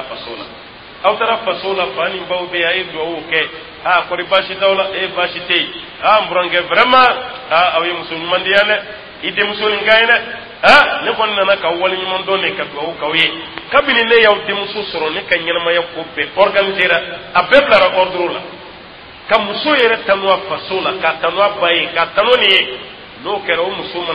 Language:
Dyula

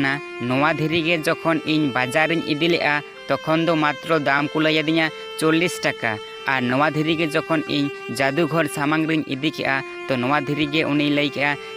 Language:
Santali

